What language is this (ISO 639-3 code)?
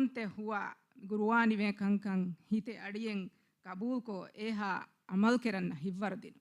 div